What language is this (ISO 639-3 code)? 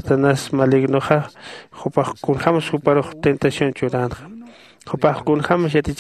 aym